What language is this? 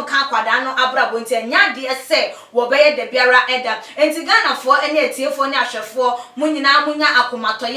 Akan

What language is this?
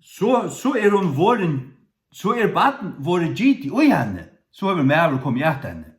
Faroese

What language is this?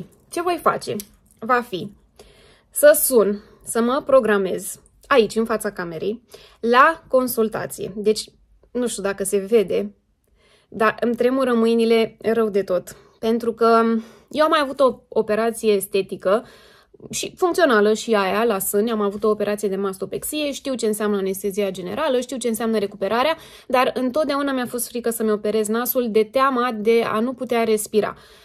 Romanian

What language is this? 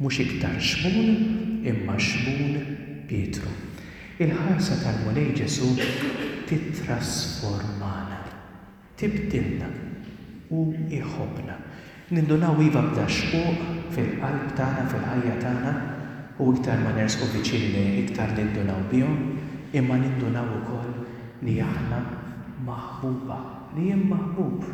Maltese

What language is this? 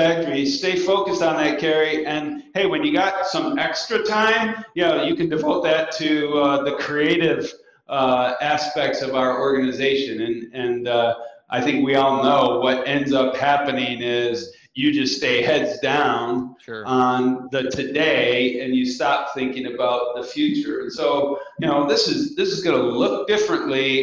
English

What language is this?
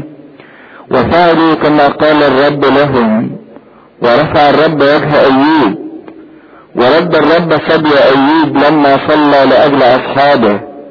Egyptian Arabic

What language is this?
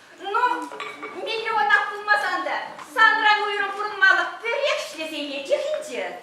Chuvash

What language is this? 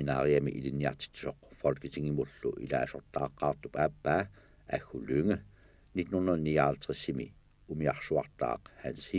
Kalaallisut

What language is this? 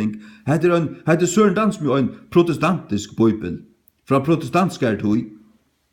Faroese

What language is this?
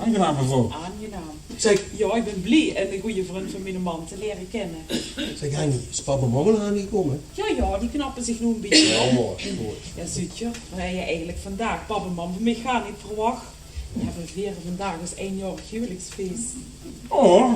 Limburgish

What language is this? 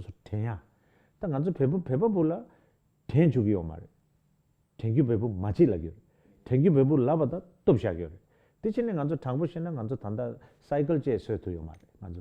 Tibetan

